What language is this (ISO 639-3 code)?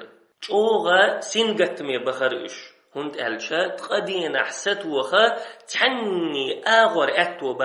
che